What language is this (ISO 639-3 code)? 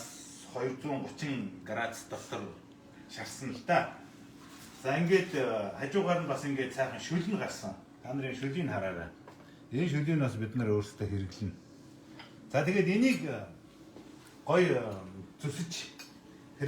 mon